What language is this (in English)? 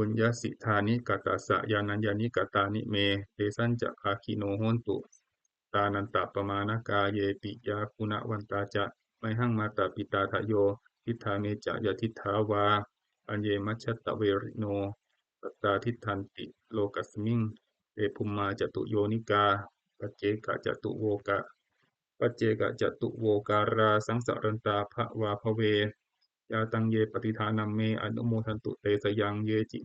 Pali